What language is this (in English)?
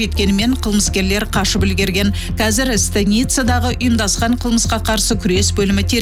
Kazakh